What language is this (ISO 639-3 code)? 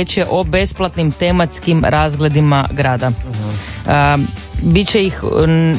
hrv